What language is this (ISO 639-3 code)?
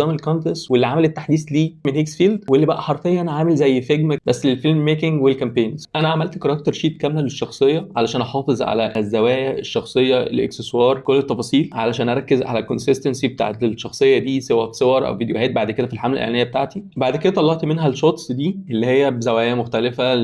arz